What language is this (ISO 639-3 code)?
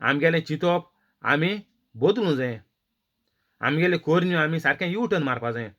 kok